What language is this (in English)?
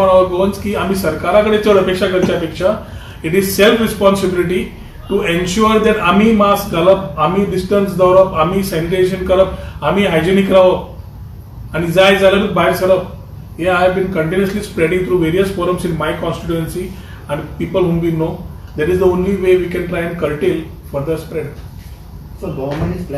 Konkani